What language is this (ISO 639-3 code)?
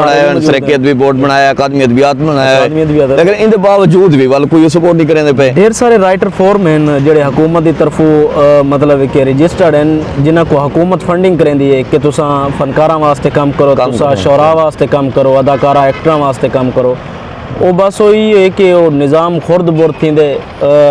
skr